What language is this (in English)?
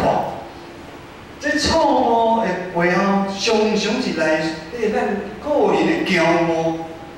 Min Nan Chinese